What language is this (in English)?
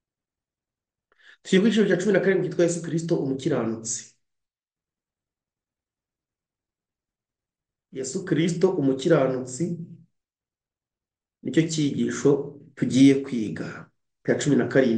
Kinyarwanda